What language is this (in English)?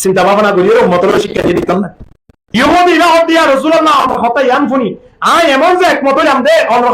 Rohingya